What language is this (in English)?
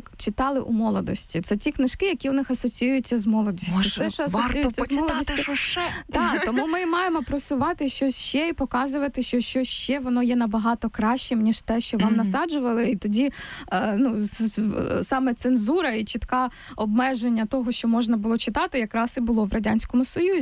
Ukrainian